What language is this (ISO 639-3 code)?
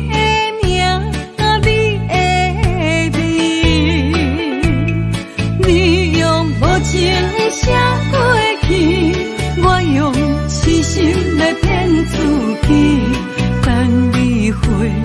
nan